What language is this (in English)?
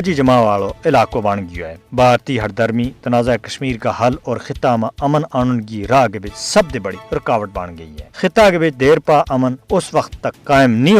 Gujari